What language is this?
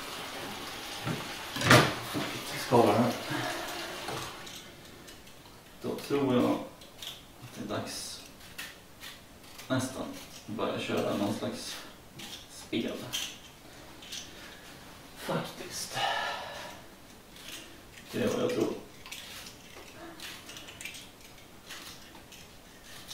Swedish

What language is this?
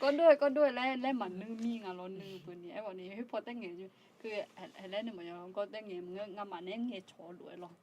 Akha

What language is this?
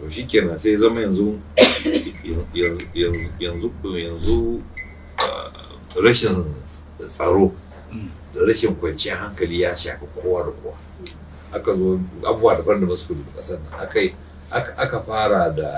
Hausa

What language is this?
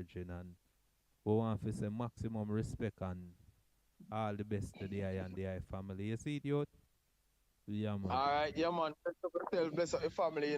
Jamaican Creole English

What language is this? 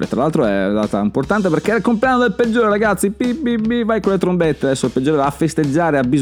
Italian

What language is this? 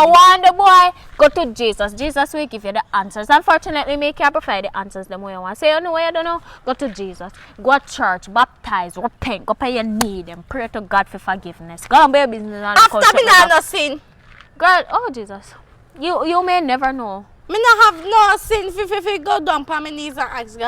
Jamaican Creole English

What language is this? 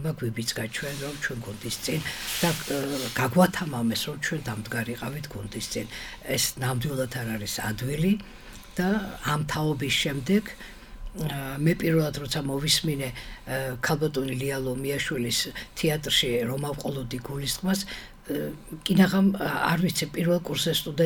Georgian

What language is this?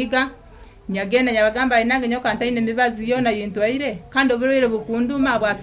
Nyoro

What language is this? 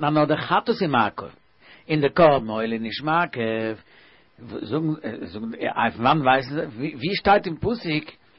Yiddish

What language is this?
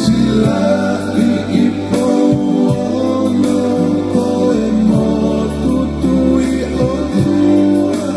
Tongan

